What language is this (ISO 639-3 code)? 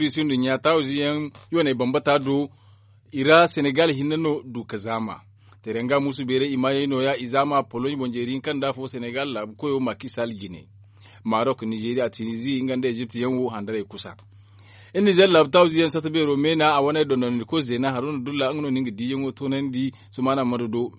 dje